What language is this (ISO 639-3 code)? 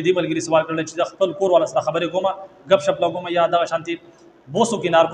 pus